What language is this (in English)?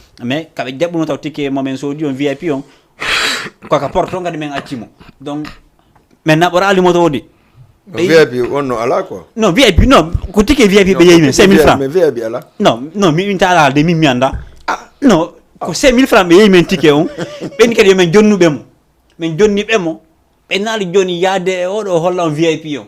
Fula